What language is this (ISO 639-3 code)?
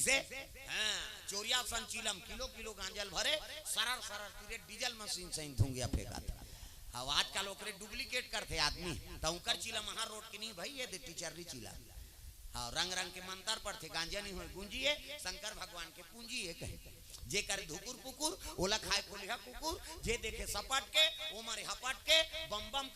hne